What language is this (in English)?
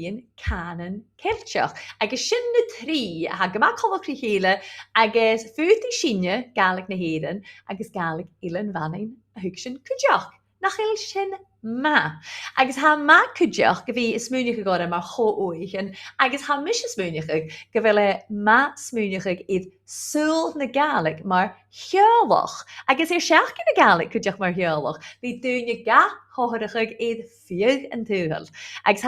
Scottish Gaelic